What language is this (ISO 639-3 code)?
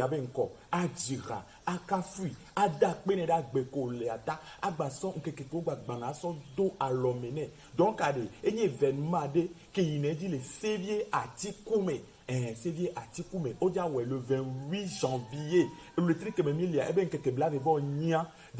ewe